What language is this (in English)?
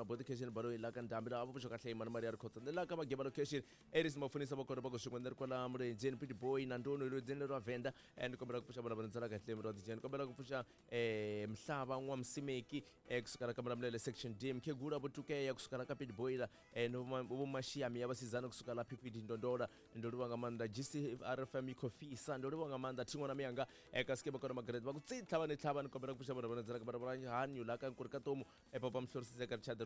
Tsonga